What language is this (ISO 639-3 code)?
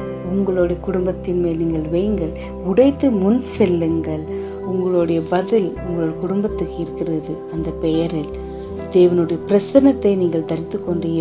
tam